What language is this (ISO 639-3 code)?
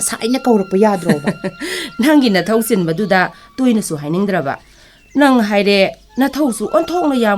mni